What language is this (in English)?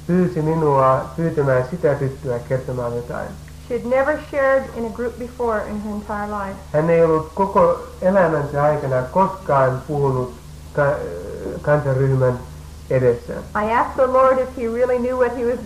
Finnish